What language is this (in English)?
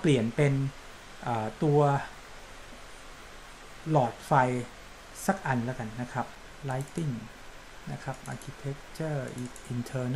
Thai